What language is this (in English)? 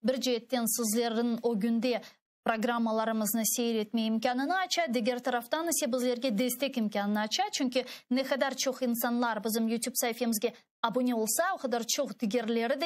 Crimean Tatar